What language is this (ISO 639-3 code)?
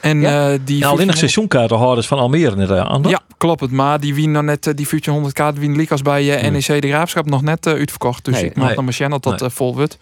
fry